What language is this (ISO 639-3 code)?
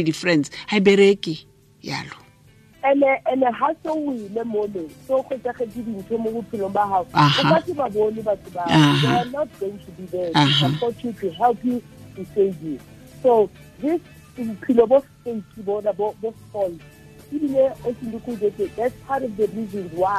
tsn